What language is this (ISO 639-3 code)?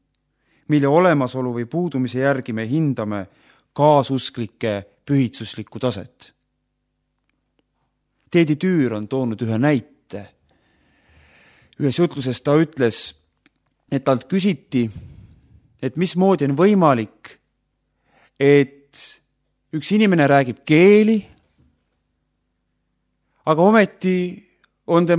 est